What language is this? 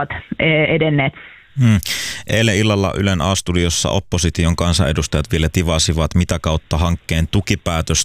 Finnish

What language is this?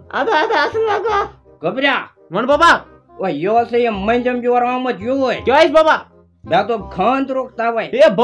Kashmiri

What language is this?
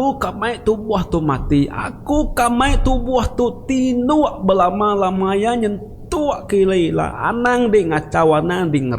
Iban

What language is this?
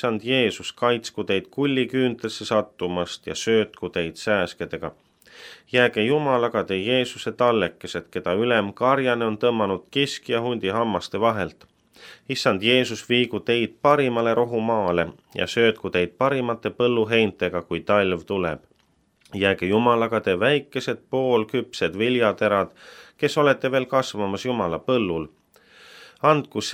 Estonian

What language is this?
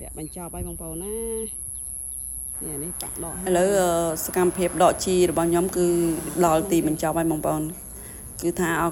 Khmer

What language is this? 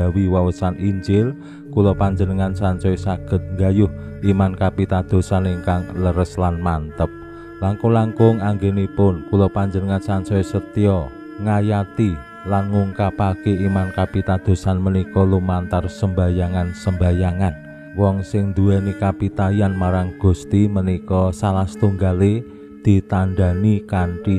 Javanese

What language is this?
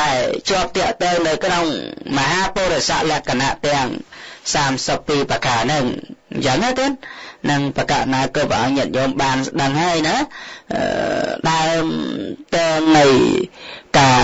Khmer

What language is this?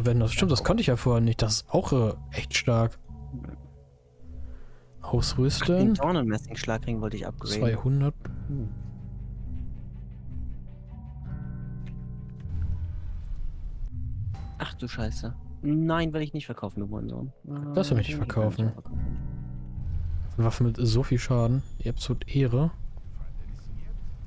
German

